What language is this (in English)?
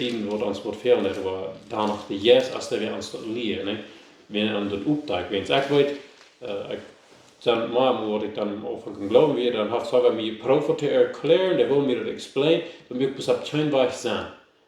Plautdietsch